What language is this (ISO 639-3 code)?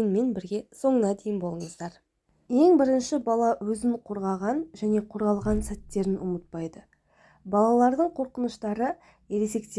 kaz